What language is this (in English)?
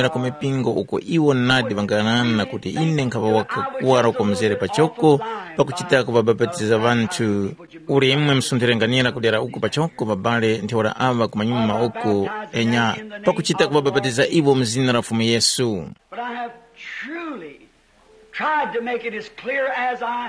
Tumbuka